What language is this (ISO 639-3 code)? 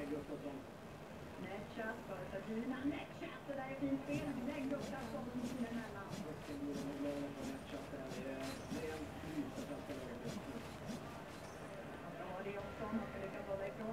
swe